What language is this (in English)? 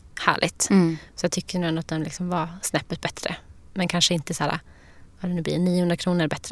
Swedish